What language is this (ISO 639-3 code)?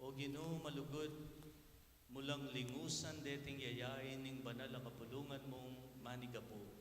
pam